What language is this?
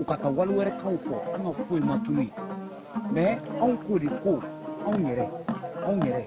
Bambara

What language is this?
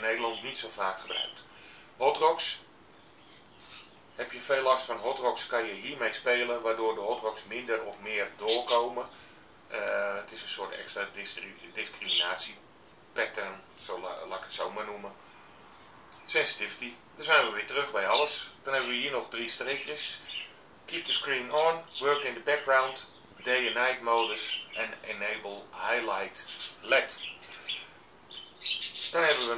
Dutch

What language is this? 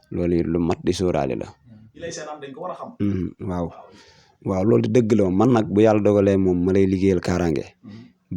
Wolof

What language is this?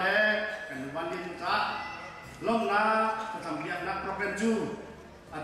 Hakha Chin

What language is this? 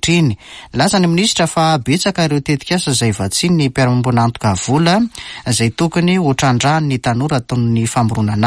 Malagasy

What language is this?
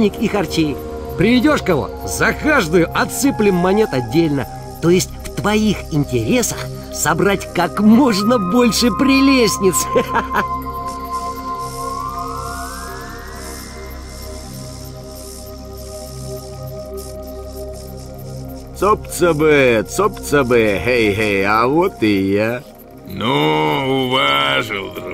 Russian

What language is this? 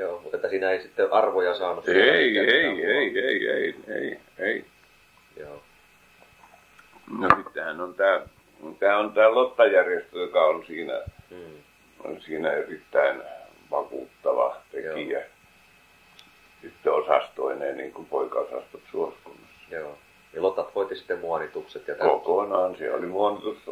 Finnish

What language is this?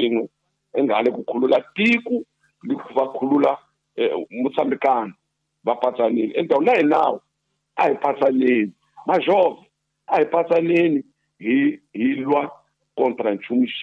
Tsonga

